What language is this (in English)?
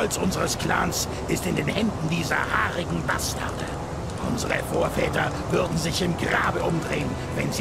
Bavarian